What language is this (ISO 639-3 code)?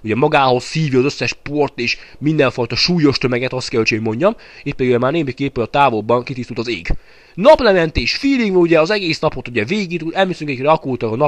hun